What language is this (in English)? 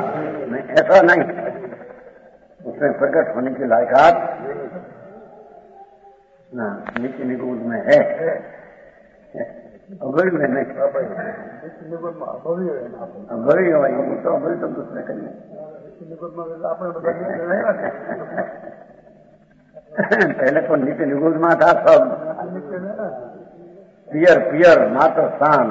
Hindi